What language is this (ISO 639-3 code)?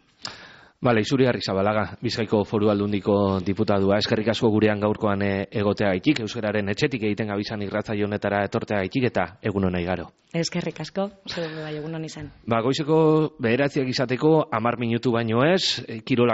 eus